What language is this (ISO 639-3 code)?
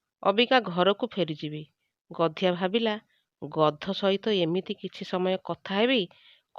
ori